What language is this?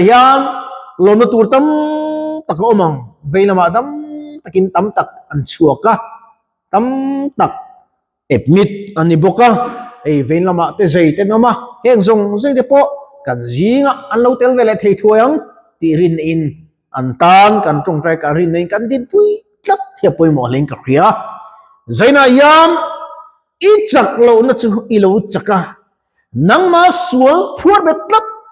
Mizo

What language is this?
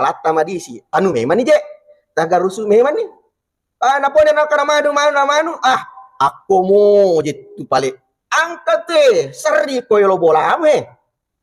Buginese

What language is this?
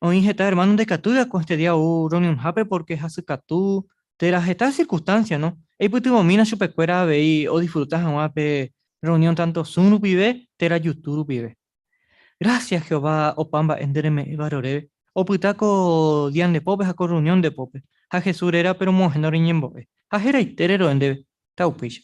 Guarani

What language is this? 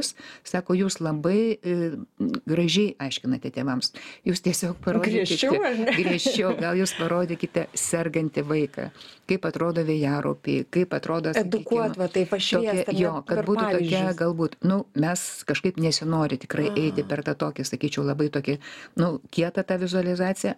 Lithuanian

